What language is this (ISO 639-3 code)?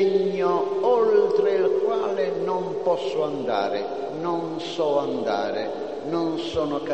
ita